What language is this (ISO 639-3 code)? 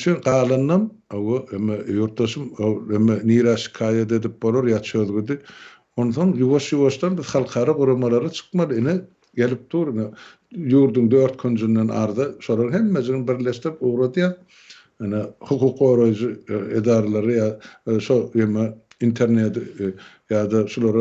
tuk